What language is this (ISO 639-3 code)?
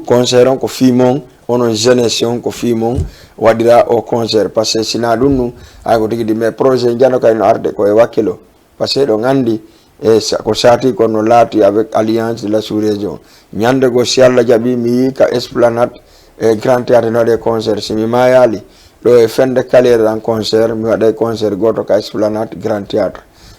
ful